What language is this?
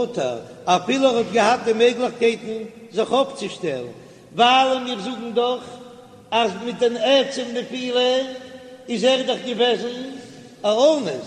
Yiddish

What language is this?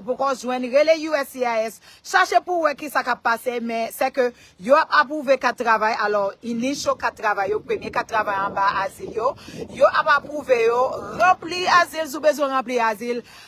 Haitian Creole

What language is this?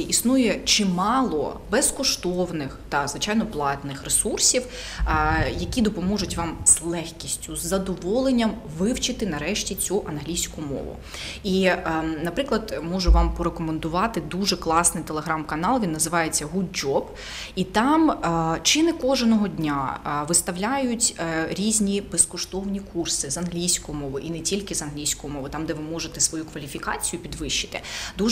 Ukrainian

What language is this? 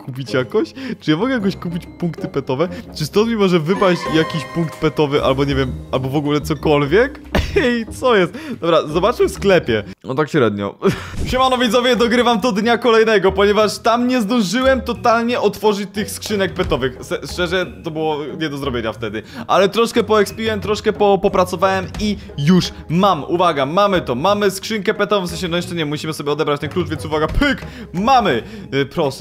Polish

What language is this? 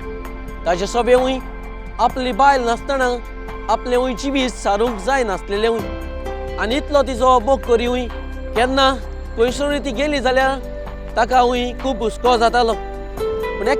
Konkani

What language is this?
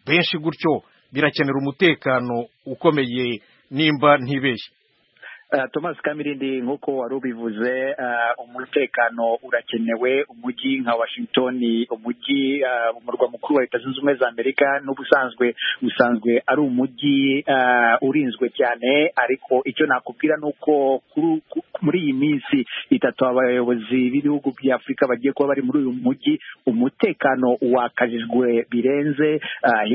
Kinyarwanda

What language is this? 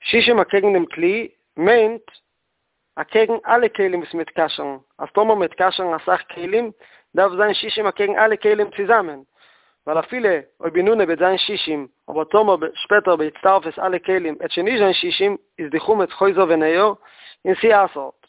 Yiddish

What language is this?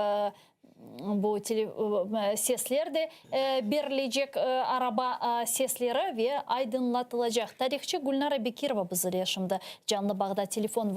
Crimean Tatar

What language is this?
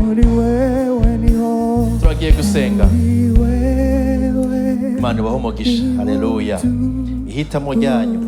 Rundi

